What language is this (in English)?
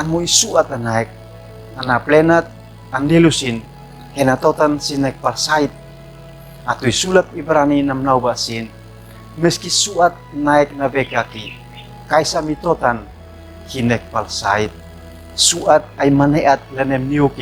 Uab Meto